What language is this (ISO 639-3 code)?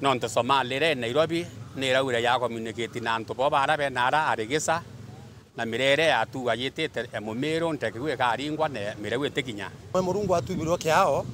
mer